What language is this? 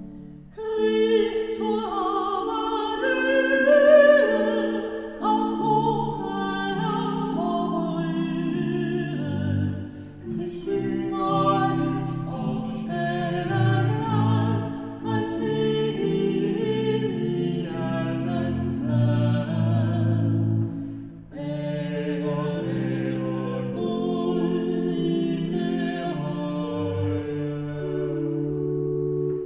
Danish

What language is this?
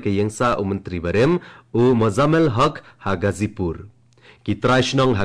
Khasi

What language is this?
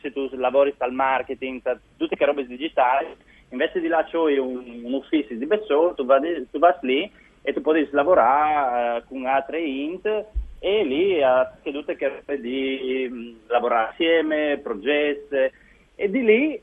Friulian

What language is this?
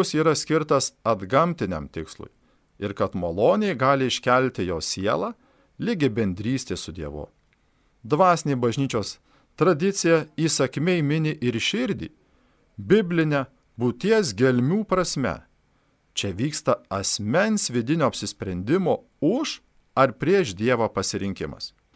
Lithuanian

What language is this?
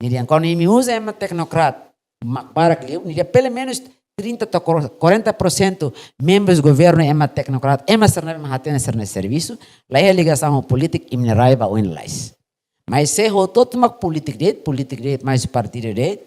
Tetum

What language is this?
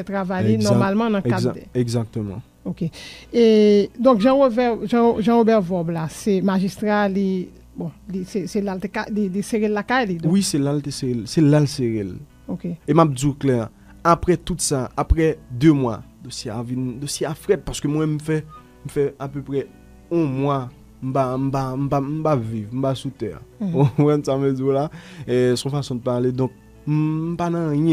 Haitian Creole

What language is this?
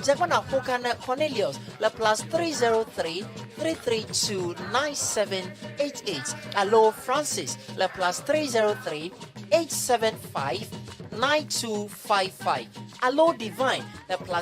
Ewe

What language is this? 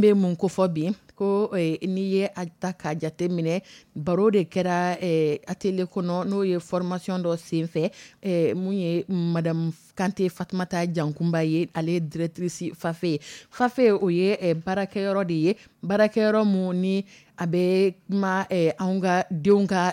Dyula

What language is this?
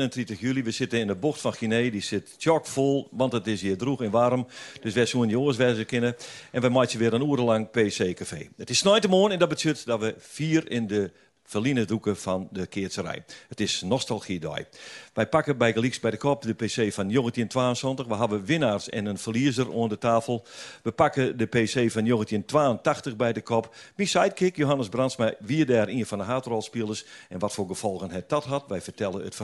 Western Frisian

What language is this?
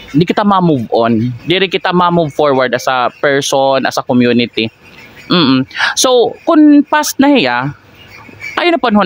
Waray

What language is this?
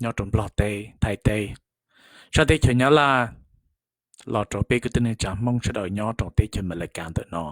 Hmong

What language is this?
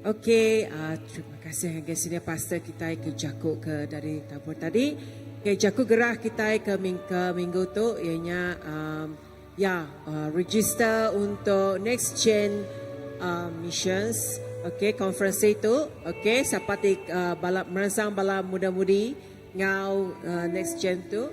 Iban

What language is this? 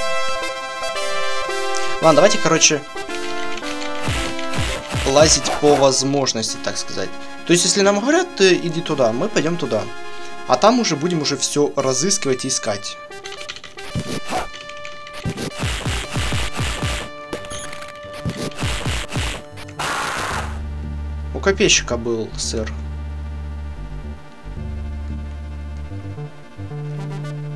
Russian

